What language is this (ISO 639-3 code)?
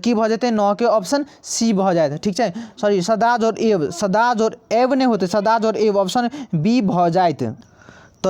mai